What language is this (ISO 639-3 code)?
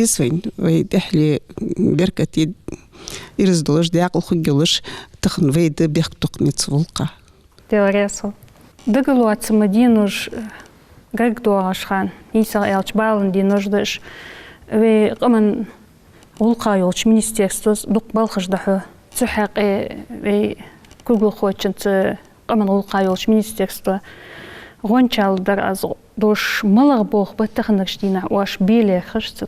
inh